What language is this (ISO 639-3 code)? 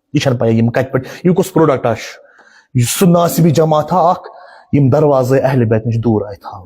kas